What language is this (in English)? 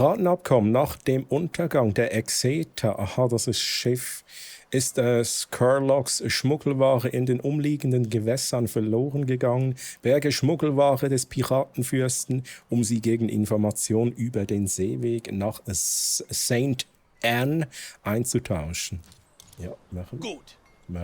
Swiss German